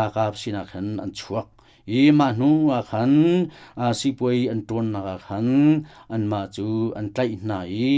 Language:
Hakha Chin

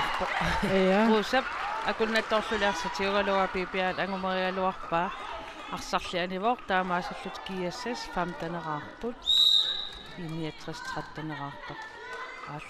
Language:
Kalaallisut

